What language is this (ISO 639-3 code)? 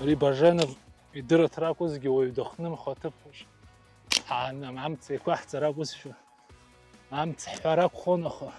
abk